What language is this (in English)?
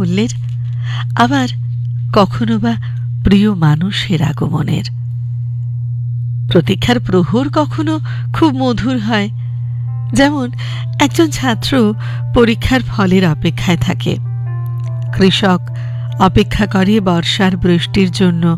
Bangla